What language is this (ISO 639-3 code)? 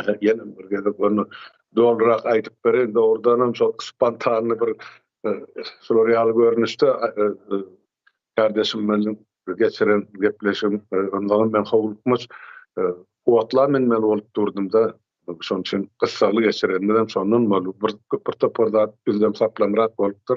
tuk